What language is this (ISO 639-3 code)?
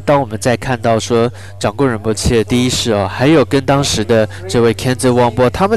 zho